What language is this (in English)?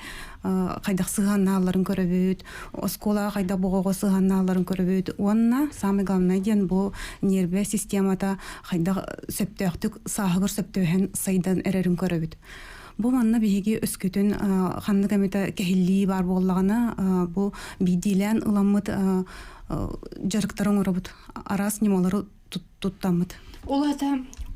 Yakut